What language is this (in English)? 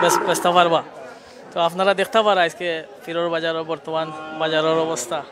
Sylheti